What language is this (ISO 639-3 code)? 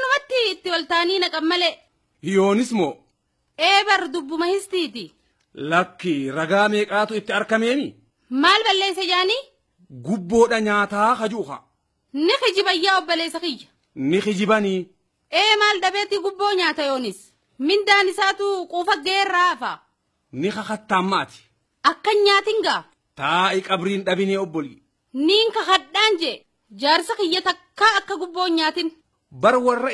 orm